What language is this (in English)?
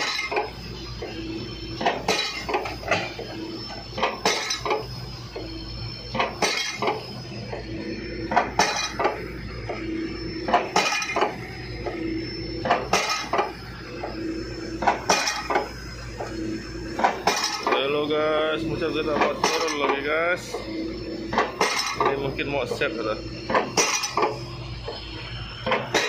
Malay